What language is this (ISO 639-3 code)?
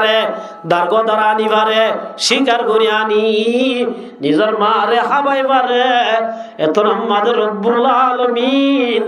rhg